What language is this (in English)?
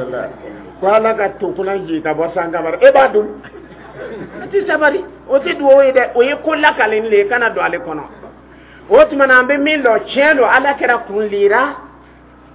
Dyula